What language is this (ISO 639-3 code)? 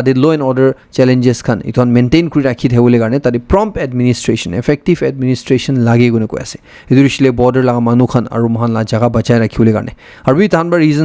nag